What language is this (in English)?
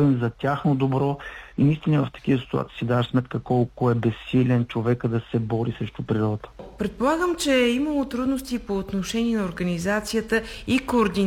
Bulgarian